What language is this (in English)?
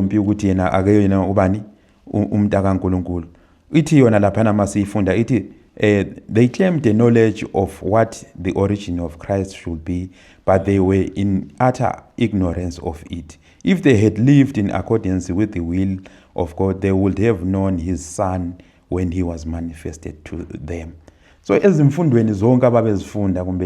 Zulu